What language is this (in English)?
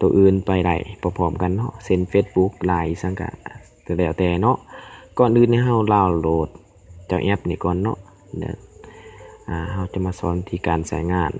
Lao